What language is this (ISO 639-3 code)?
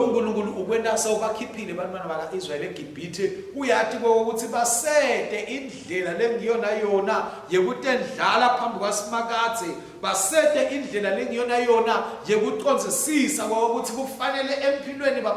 ssw